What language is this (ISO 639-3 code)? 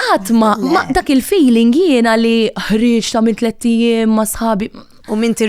mlt